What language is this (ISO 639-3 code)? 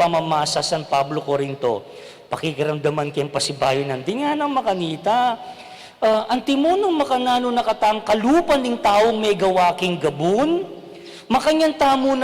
pam